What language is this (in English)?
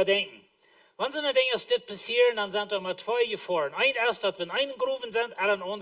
Plautdietsch